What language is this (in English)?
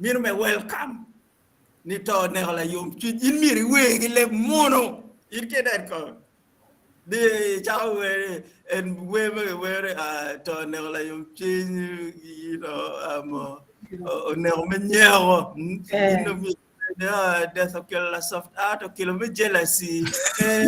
Acoli